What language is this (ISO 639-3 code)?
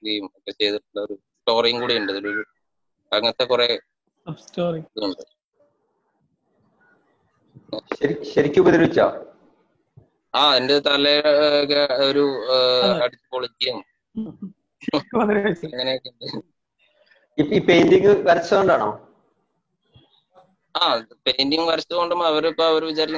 mal